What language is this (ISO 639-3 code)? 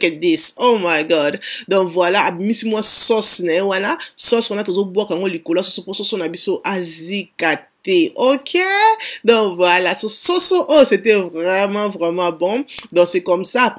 lin